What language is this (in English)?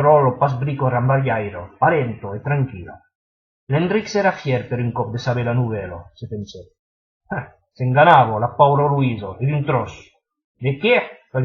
Occitan